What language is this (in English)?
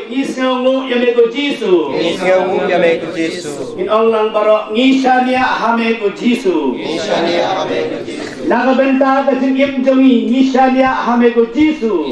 Khasi